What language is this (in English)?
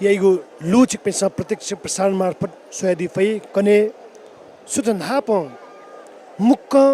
Newari